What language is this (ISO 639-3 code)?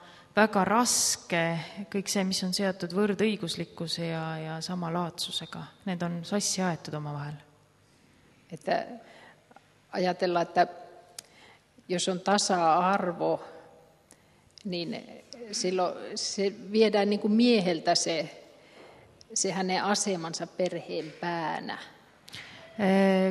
est